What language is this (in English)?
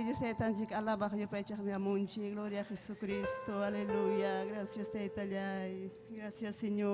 Ayacucho Quechua